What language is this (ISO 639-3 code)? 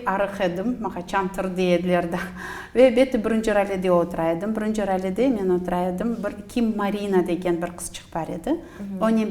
crh